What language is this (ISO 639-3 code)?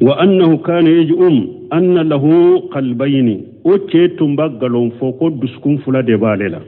bam